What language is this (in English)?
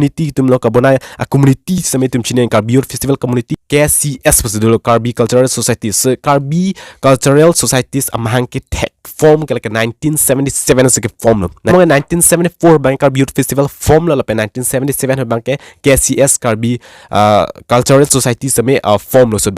Karbi